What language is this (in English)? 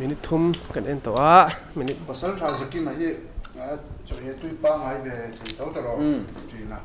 Mizo